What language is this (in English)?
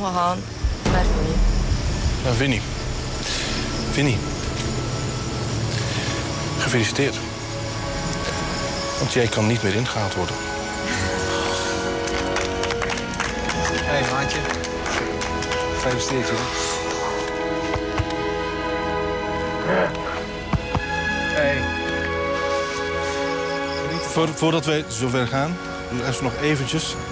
Dutch